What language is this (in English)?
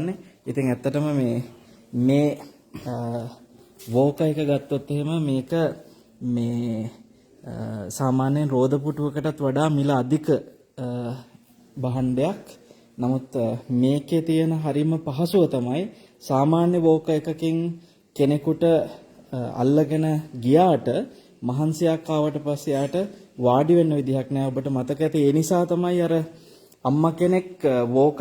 Sinhala